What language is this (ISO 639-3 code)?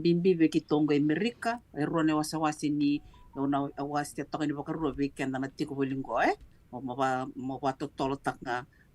fij